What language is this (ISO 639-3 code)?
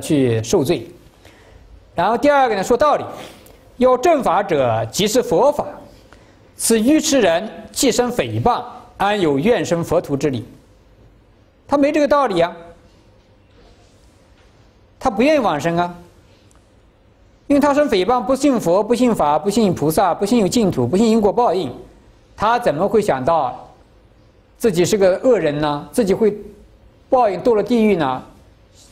zho